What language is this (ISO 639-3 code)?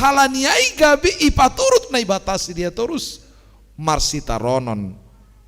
bts